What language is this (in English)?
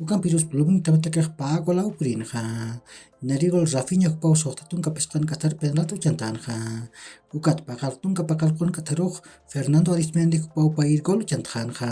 Aymara